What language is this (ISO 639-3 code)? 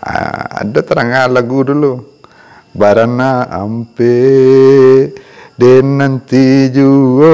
min